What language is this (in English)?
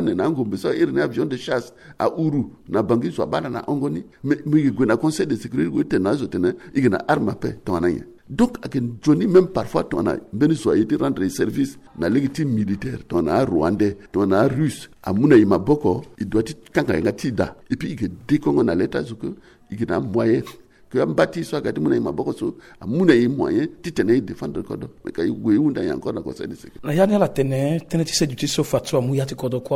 Sango